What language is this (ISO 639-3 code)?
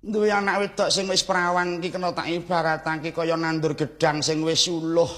jav